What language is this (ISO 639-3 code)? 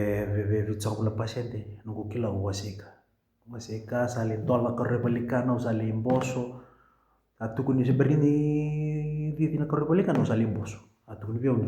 fij